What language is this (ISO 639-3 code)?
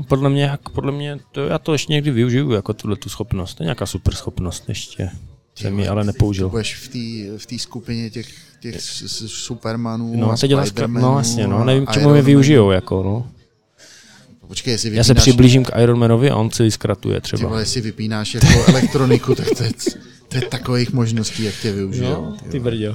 ces